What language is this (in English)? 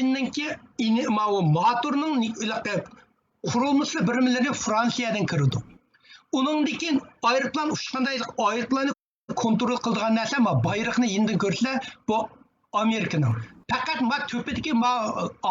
Uyghur